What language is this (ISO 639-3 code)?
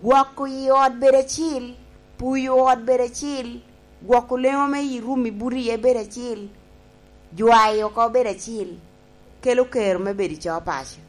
laj